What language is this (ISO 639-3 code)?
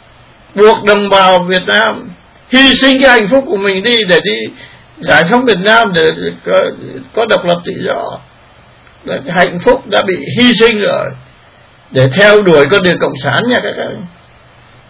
vie